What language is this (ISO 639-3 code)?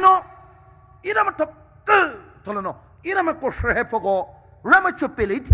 pmx